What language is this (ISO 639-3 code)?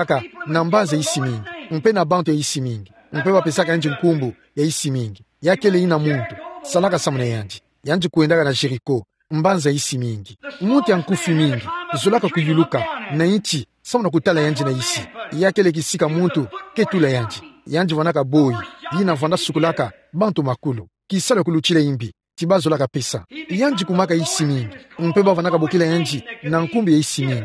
ktu